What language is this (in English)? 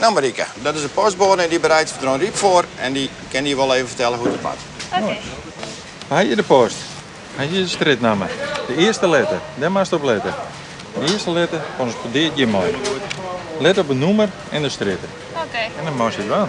Western Frisian